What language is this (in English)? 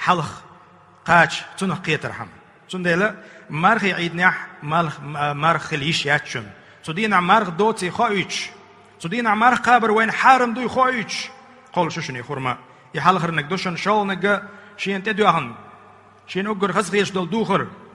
Chechen